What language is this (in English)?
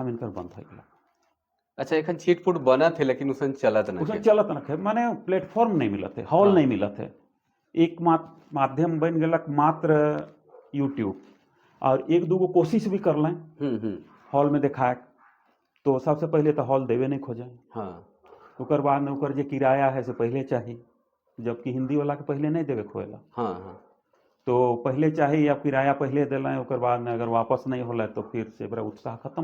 Sadri